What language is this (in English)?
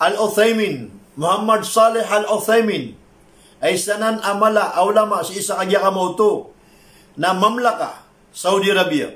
Maranao